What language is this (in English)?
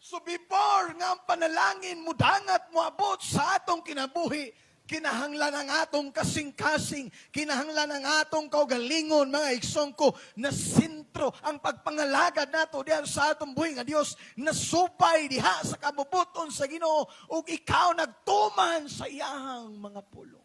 Cebuano